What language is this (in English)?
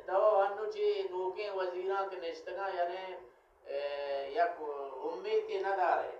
Baluchi